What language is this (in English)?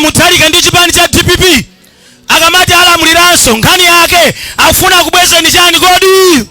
Nyanja